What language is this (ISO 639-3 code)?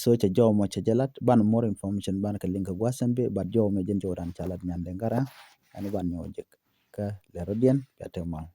nus